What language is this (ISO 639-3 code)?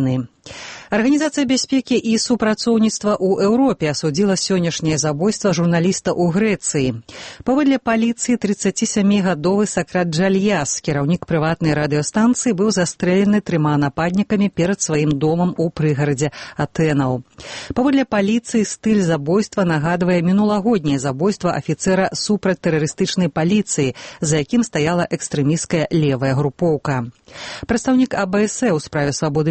bel